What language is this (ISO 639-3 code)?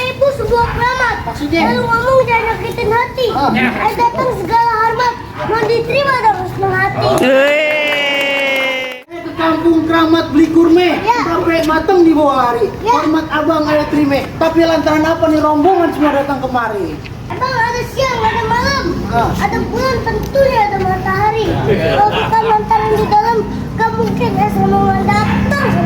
bew